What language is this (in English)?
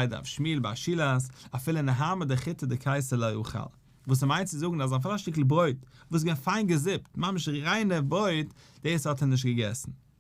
Yiddish